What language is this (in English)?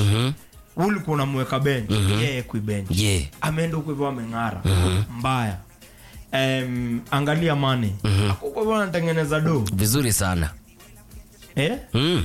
Swahili